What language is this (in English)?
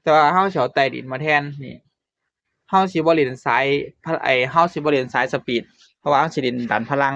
Northeastern Thai